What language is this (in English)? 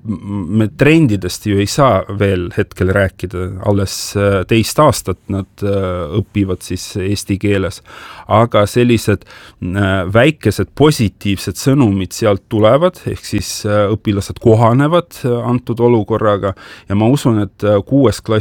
Estonian